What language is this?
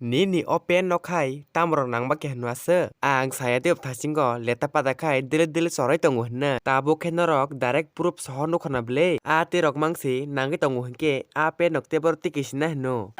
Kok Borok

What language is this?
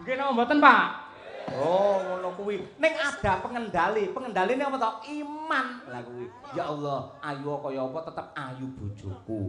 Javanese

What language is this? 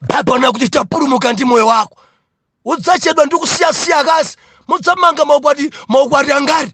Nyanja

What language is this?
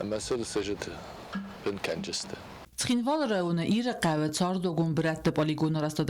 Ossetic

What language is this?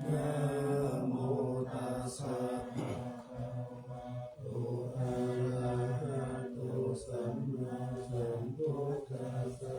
Pali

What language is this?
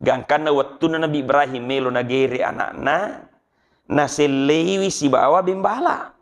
Buginese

